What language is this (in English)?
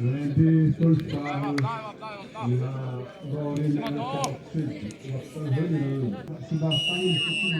Xavánte